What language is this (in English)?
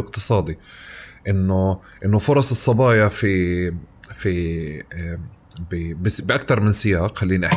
North Levantine Arabic